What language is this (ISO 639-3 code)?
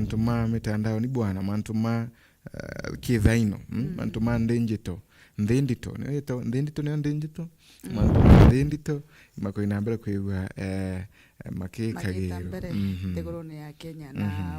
mer